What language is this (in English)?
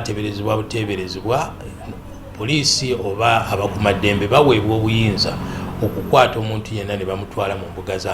Ganda